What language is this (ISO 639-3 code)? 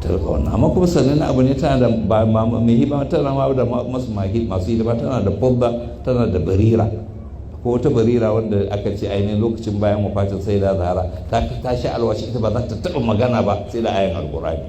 hau